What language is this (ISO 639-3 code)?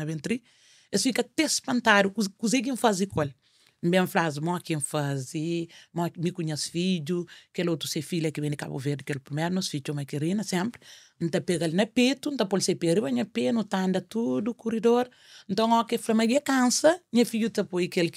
kea